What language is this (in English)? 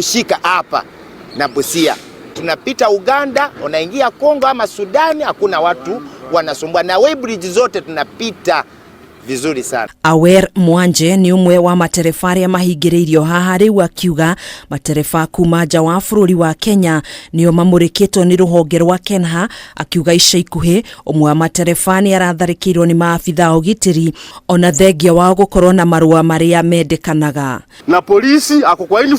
Kikuyu